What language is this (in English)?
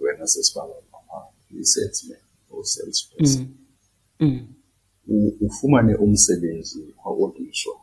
Xhosa